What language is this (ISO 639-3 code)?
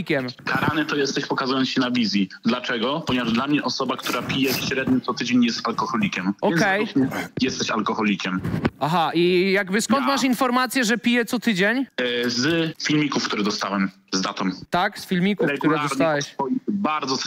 pol